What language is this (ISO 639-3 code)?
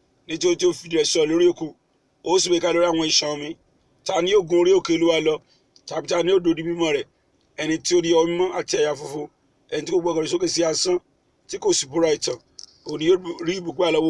yor